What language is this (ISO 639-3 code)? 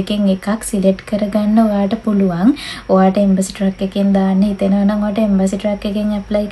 sin